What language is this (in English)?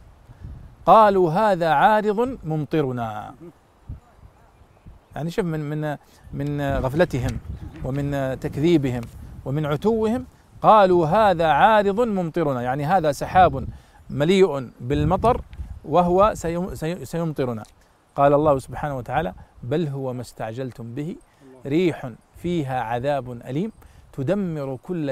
Arabic